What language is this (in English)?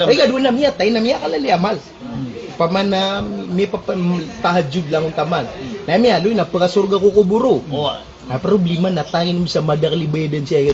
Maranao